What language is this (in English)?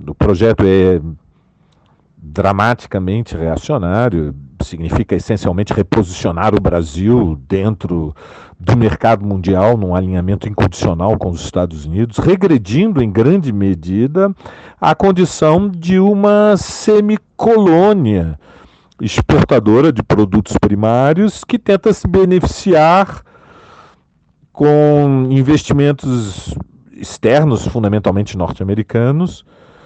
Portuguese